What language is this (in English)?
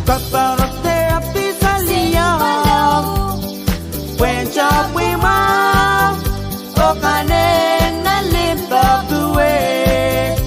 Pohnpeian